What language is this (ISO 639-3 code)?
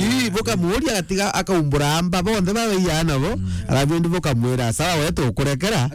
mer